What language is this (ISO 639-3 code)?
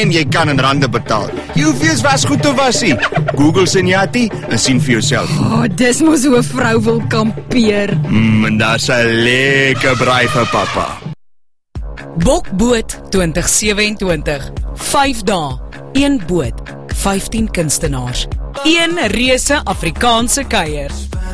afr